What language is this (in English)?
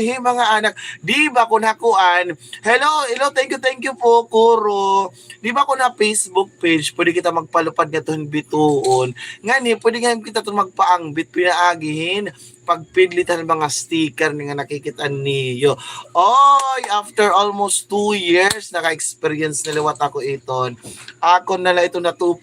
Waray